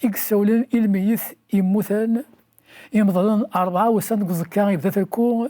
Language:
Kabyle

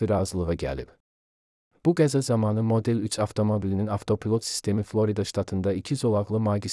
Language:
Azerbaijani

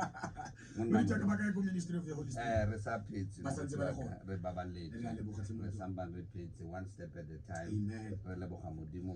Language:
Tswana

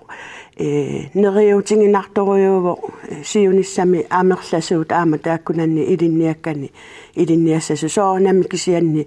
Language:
Kalaallisut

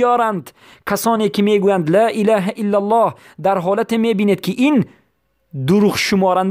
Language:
Persian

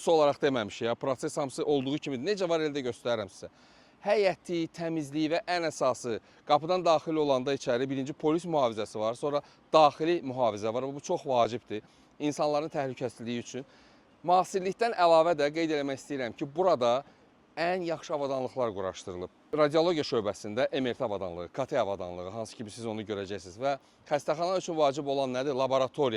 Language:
Azerbaijani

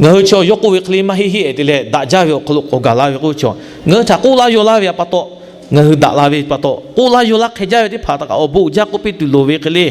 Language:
Lahu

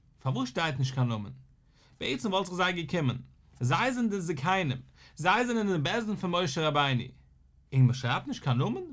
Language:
Yiddish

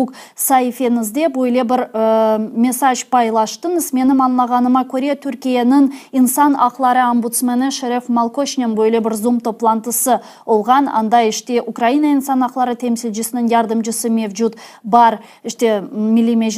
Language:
Crimean Tatar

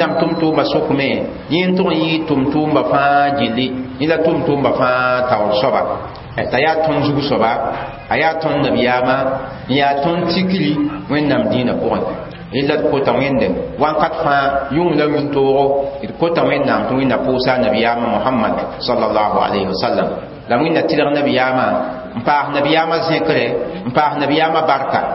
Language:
Mossi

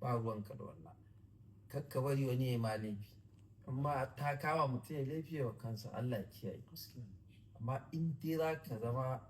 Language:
Hausa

